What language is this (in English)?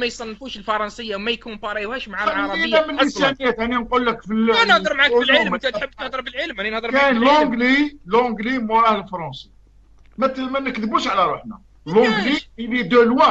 Algerian Arabic